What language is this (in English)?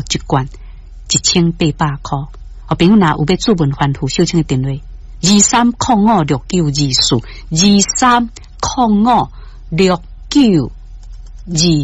Min Nan Chinese